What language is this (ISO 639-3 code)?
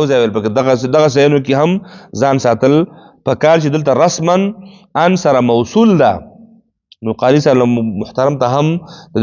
pus